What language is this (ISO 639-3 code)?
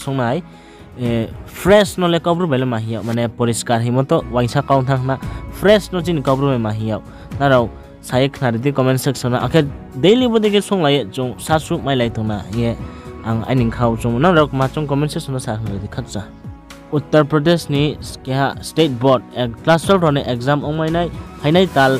ria